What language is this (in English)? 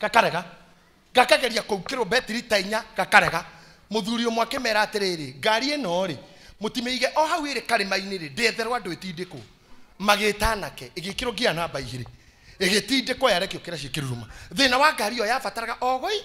Kikuyu